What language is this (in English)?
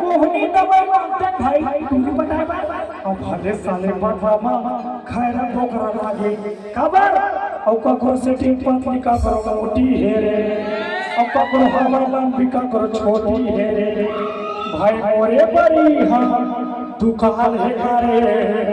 Chhattisgarhi